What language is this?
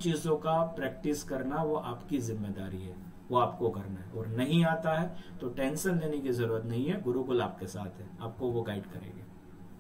Hindi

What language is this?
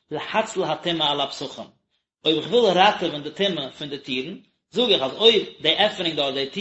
Yiddish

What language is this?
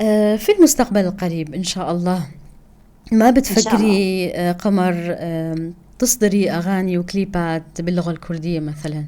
North Levantine Arabic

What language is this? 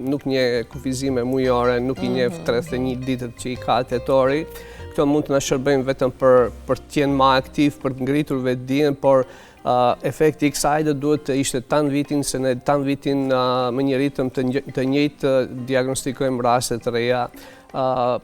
Albanian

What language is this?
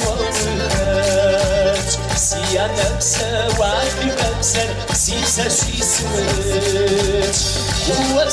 Kabardian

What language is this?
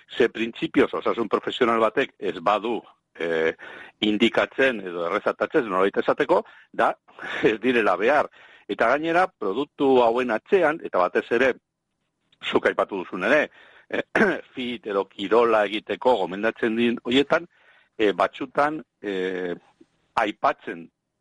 Basque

